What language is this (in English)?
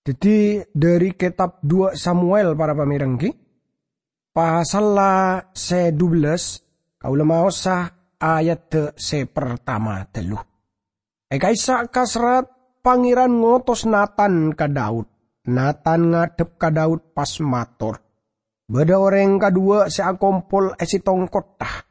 Madurese